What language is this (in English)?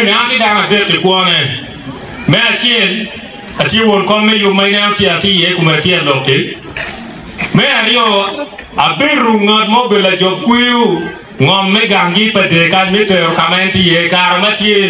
Acoli